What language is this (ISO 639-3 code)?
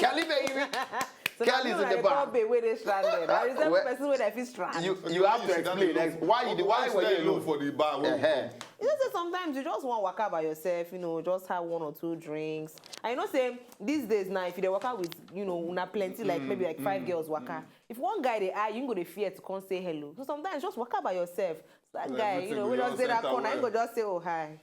pcm